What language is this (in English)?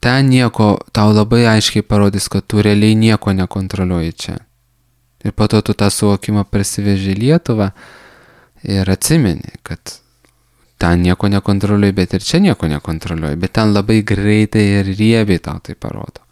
Lithuanian